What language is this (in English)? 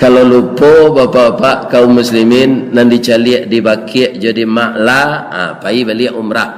Minangkabau